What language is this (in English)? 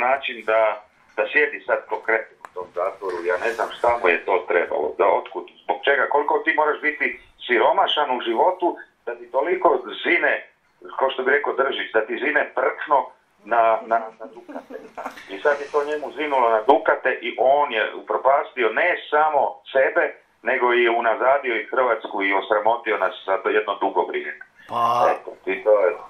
Croatian